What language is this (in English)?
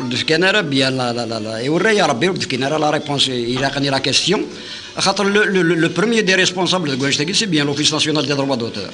Kabyle